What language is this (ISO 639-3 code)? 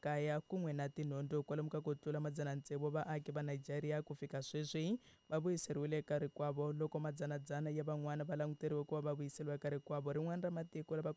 tso